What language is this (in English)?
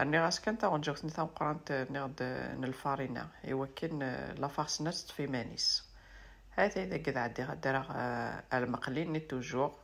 Kabyle